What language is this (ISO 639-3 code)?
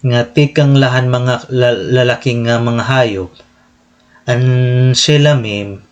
war